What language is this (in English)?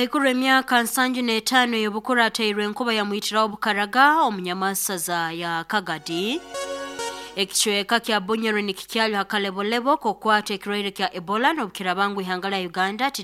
Nyoro